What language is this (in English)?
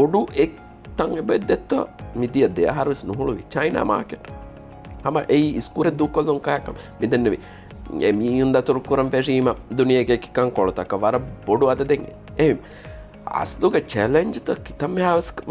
Divehi